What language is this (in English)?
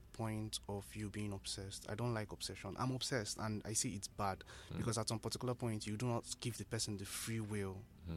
English